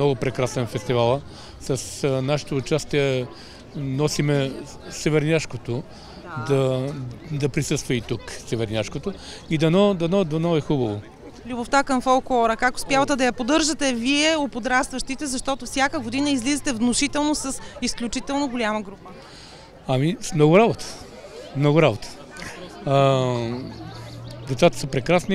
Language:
Bulgarian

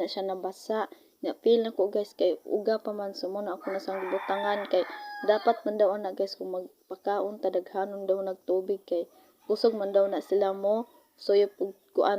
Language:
Cebuano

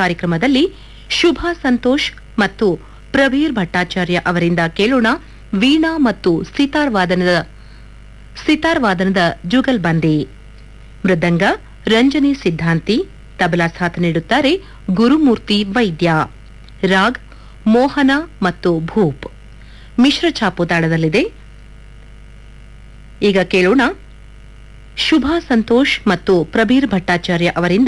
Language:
Kannada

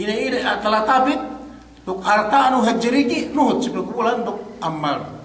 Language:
Yakan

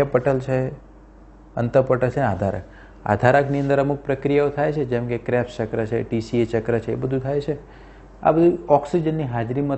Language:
Gujarati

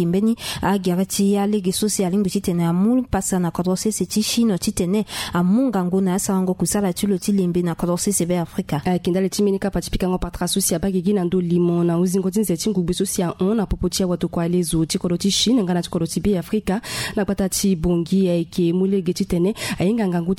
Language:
Sango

